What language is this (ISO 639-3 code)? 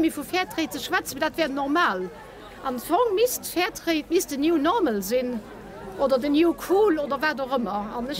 ltz